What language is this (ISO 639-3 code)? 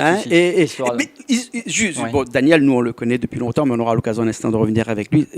rcf